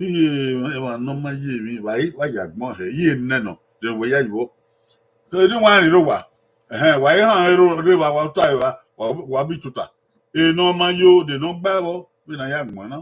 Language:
Bini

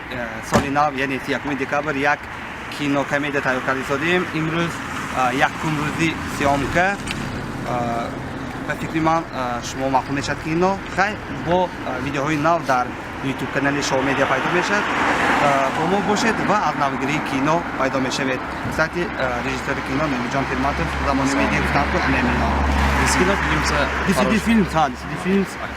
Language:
Tajik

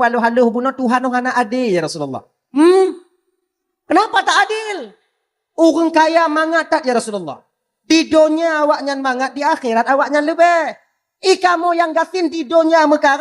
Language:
Achinese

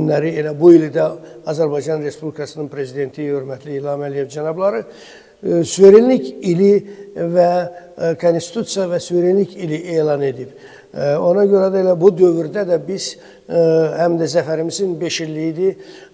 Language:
Azerbaijani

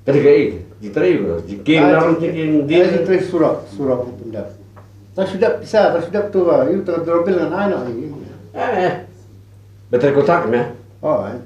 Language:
Khasi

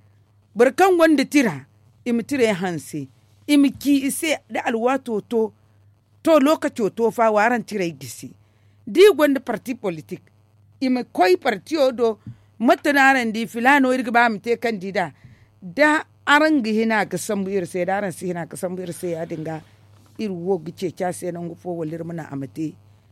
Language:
Zarma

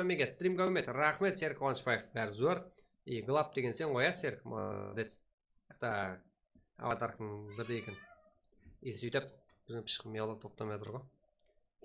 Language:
Kara-Kalpak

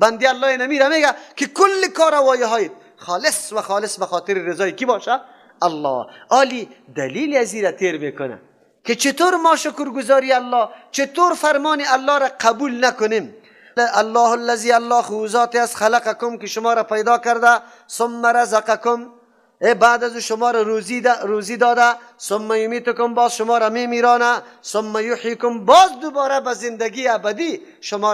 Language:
Persian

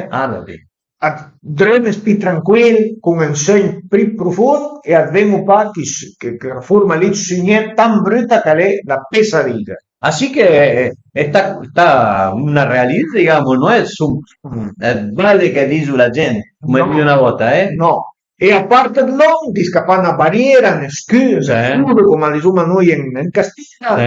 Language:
Piedmontese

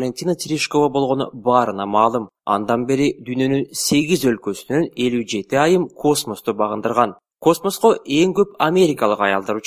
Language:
Kyrgyz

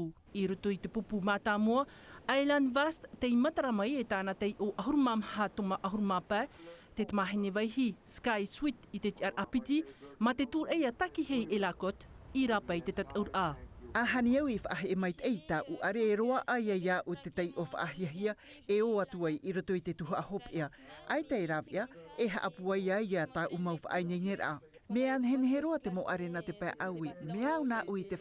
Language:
Tahitian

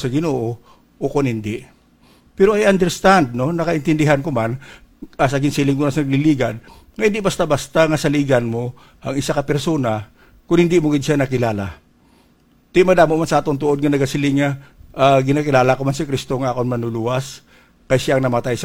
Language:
Hiligaynon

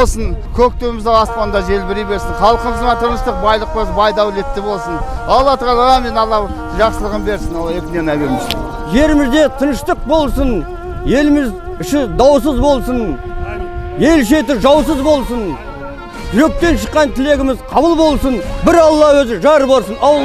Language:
Kazakh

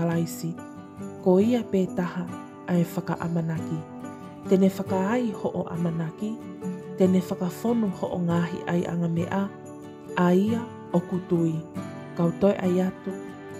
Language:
Tongan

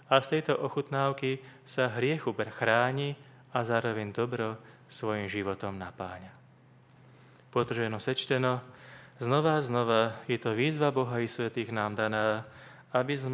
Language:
Slovak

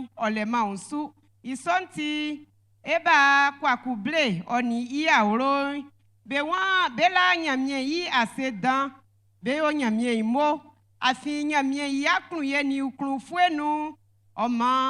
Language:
Baoulé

